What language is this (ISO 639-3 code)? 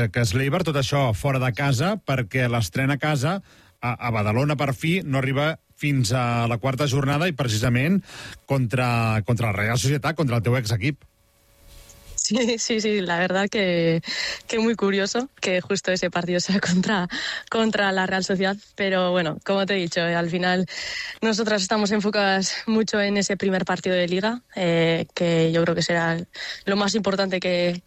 cat